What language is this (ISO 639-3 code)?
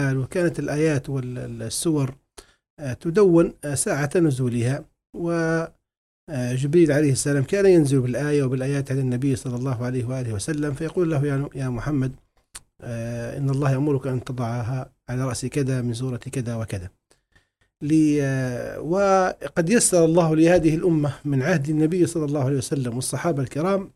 ara